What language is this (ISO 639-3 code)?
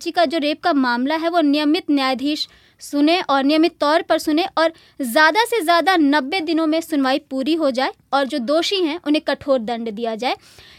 hin